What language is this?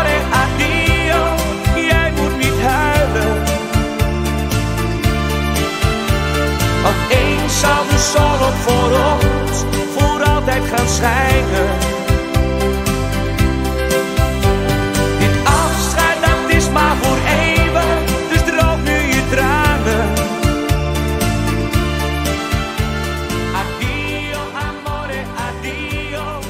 Dutch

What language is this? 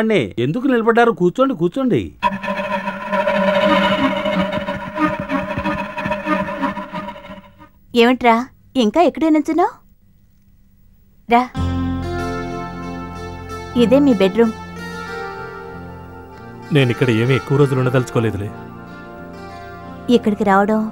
Telugu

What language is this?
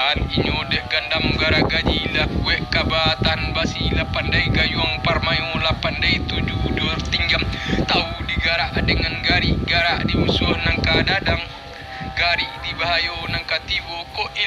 Minangkabau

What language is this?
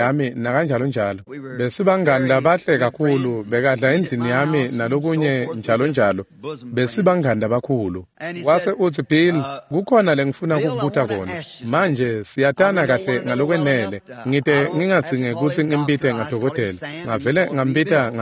Swati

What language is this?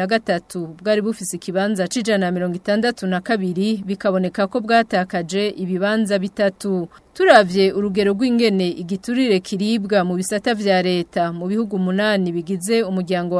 Rundi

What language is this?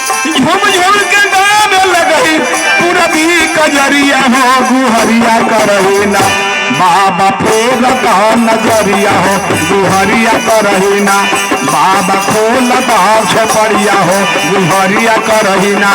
Magahi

